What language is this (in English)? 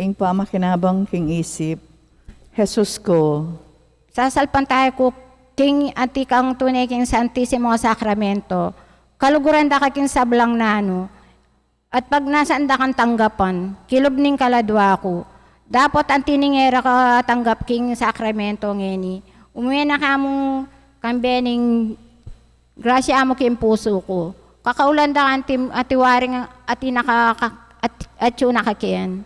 Pampanga